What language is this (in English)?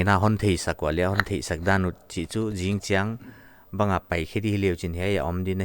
Paite Chin